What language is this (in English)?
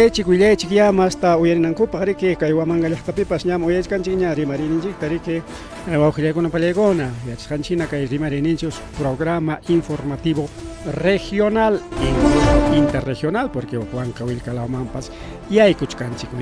Ayacucho Quechua